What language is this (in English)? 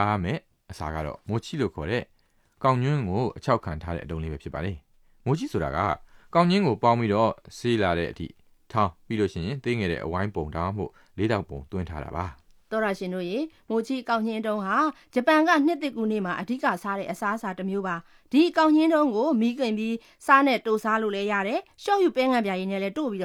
Burmese